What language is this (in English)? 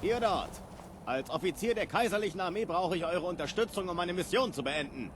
Bavarian